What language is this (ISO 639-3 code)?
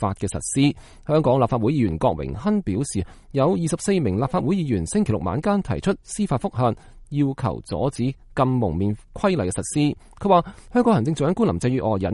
yue